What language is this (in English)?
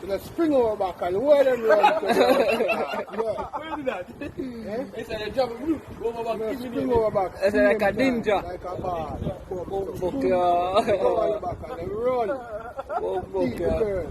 Jamaican Creole English